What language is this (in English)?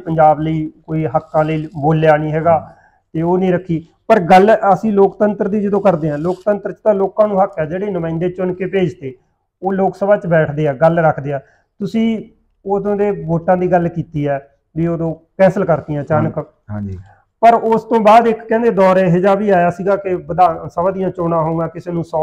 Punjabi